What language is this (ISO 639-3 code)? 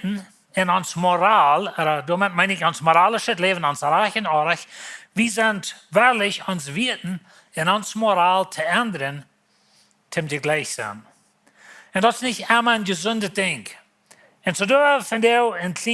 pdt